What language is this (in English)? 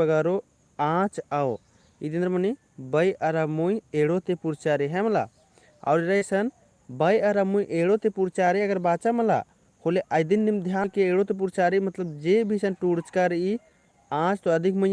Kurukh